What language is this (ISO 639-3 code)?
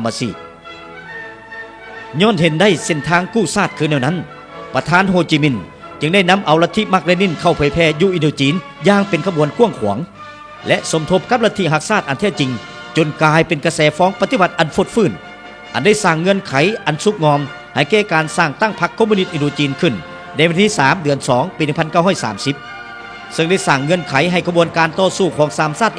lao